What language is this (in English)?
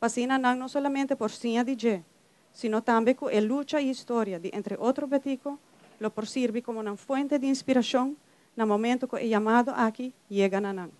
Papiamento